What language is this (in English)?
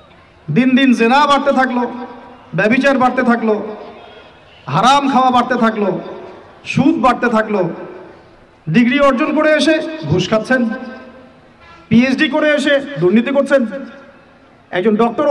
Bangla